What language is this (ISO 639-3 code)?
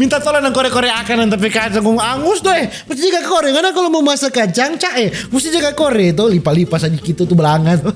xmm